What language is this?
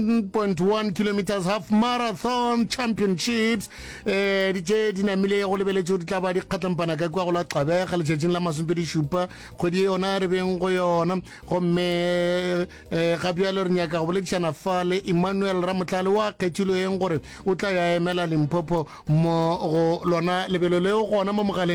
Northern Sotho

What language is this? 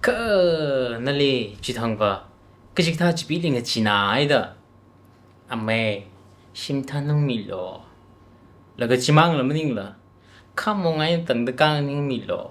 Tangkhul Naga (India)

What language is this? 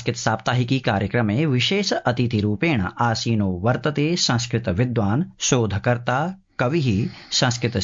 Sanskrit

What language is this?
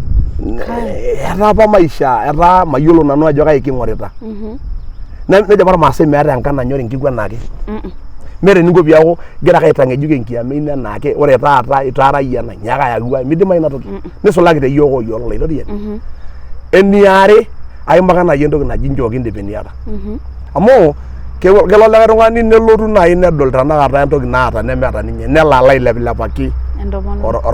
Masai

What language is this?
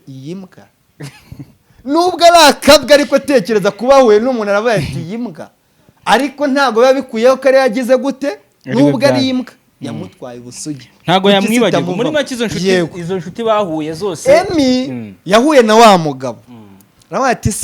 Kinyarwanda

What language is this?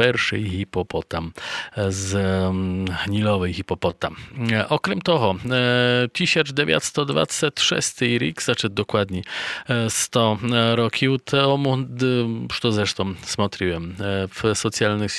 Rusyn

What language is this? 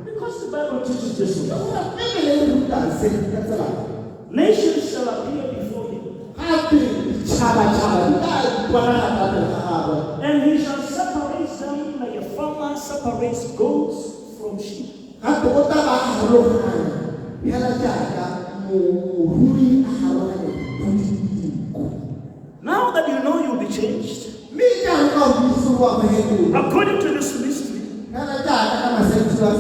Tswana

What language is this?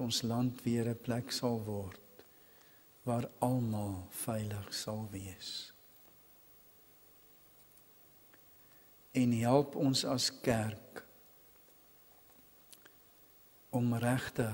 Afrikaans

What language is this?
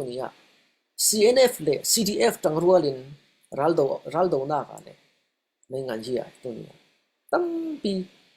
Falam Chin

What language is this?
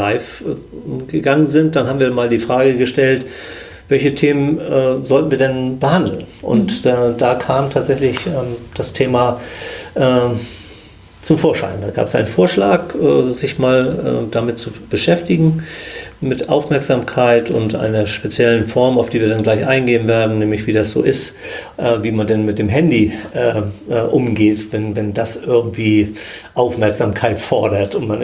German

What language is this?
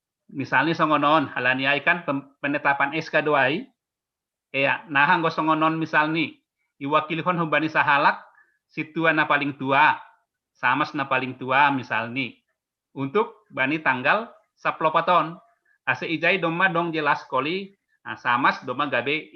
Batak Simalungun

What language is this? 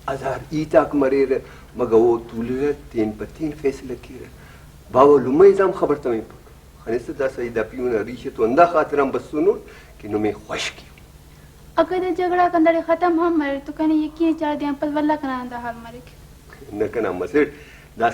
Brahui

